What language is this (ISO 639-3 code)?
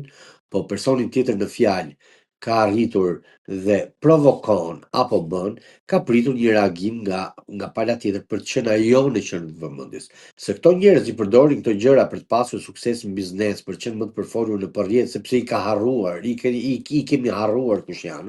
sqi